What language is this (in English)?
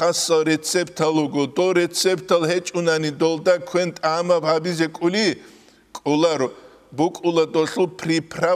Avaric